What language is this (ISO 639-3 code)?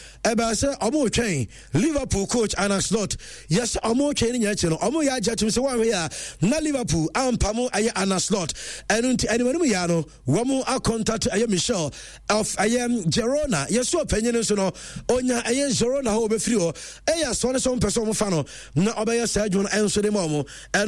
aka